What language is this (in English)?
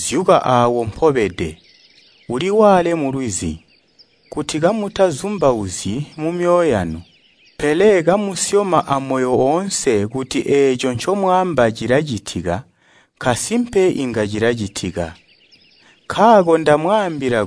Tonga (Zambia)